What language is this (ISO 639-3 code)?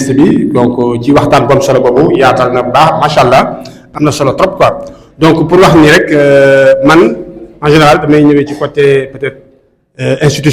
wol